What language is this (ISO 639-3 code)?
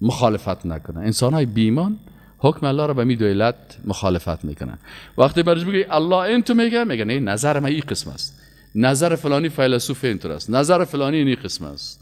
fas